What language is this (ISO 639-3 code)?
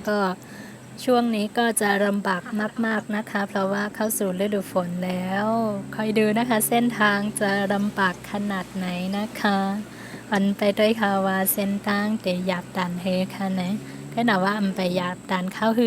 shn